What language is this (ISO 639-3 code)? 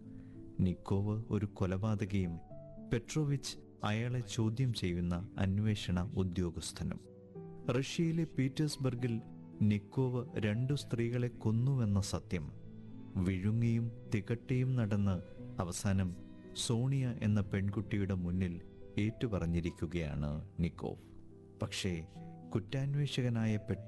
mal